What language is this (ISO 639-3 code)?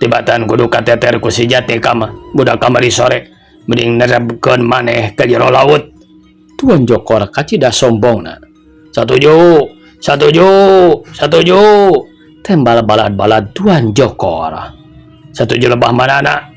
sun